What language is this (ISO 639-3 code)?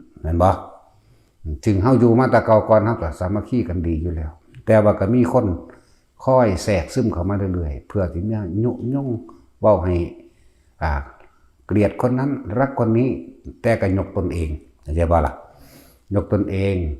tts